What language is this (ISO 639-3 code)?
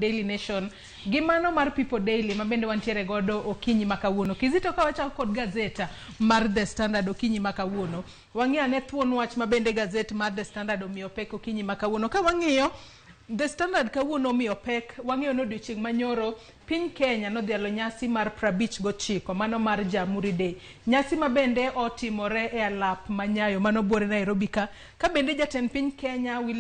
luo